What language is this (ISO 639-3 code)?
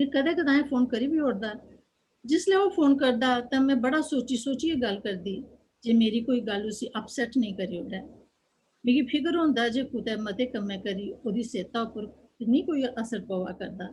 doi